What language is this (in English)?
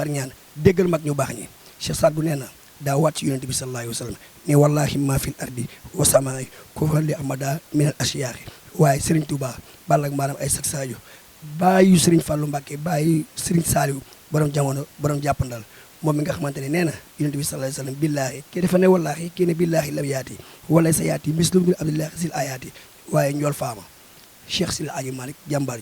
Wolof